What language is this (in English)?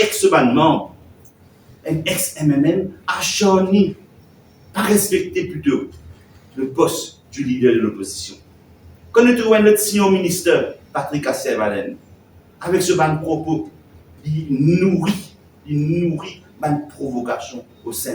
Morisyen